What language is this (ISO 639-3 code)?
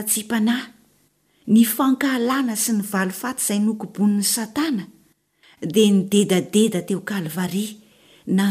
mlg